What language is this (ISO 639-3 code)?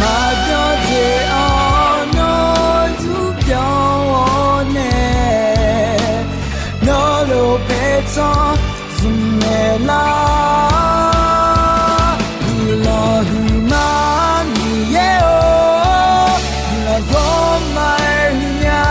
ahk